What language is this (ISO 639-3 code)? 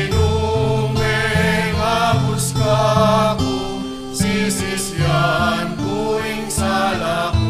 pam